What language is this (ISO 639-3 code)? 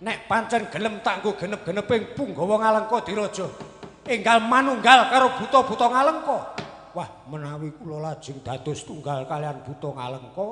jav